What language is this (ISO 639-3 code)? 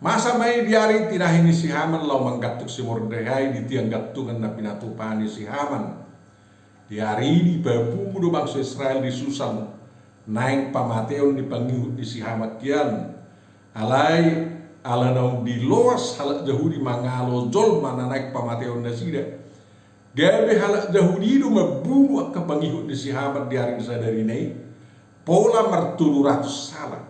bbc